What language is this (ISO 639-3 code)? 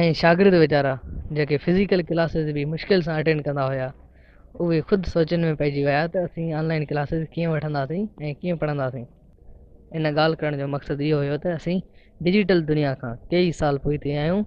snd